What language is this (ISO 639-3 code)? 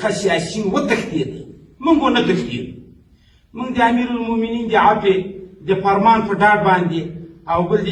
pus